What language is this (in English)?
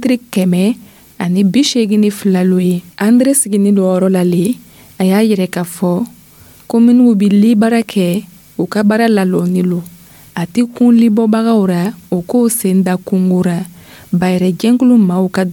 Dyula